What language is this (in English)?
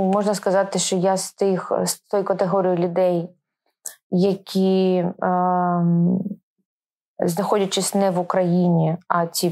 Ukrainian